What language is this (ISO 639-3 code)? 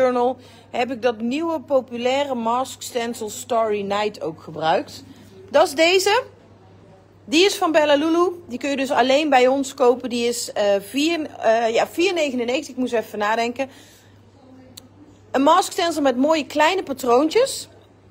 nld